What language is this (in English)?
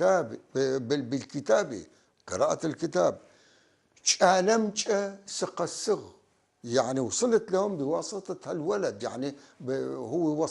North Levantine Arabic